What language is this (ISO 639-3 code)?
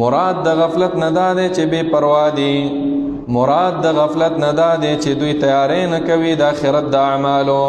pus